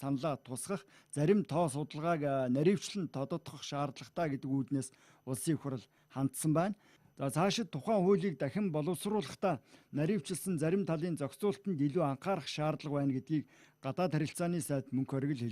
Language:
Mongolian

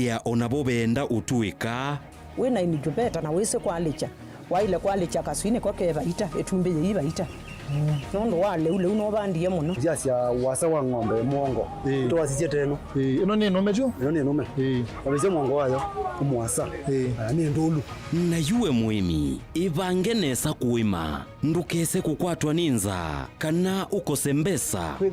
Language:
Kamba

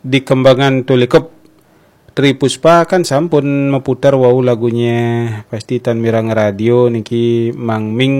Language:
Balinese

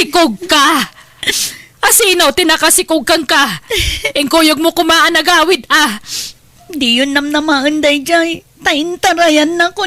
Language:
Iloko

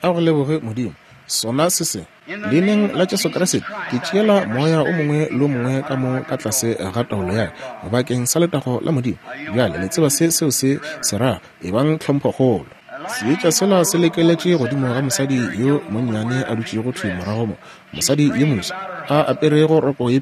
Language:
Northern Sotho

